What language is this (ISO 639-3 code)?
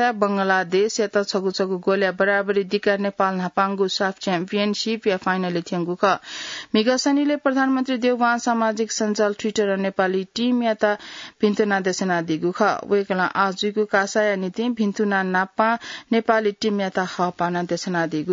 new